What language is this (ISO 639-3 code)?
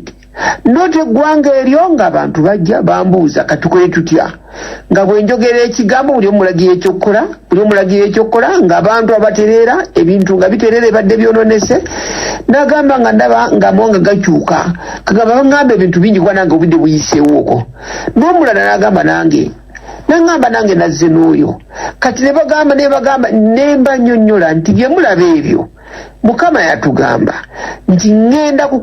lug